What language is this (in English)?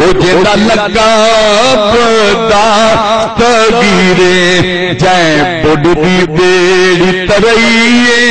Saraiki